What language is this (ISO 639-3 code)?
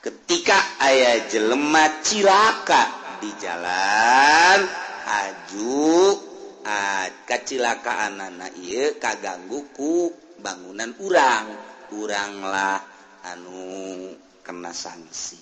sun